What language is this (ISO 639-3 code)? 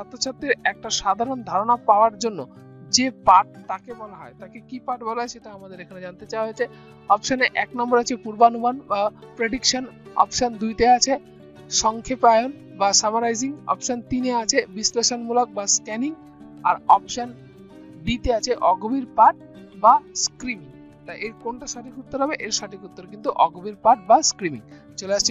ben